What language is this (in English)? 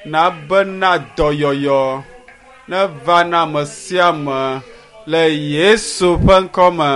Ewe